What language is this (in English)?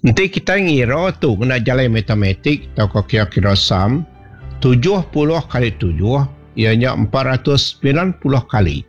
Iban